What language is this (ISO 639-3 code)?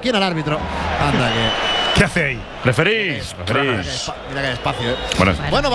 spa